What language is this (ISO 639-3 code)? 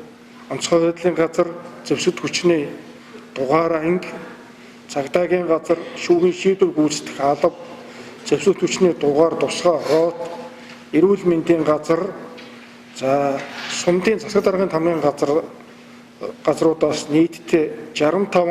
mon